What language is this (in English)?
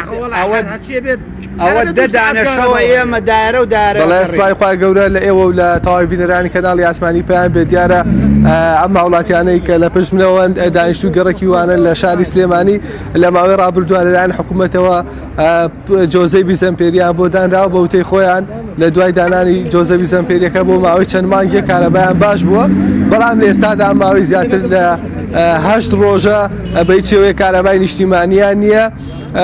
Central Kurdish